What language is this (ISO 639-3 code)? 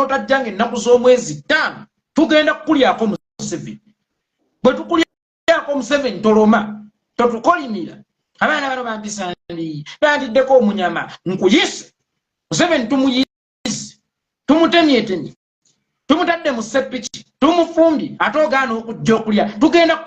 lug